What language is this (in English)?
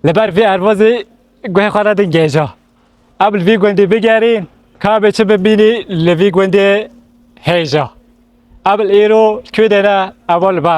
Kurdish